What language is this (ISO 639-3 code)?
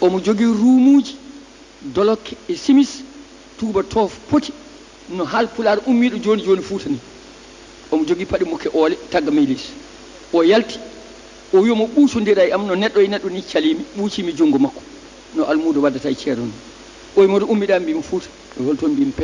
ful